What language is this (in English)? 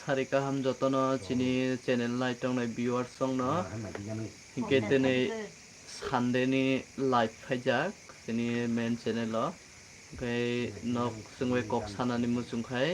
Kok Borok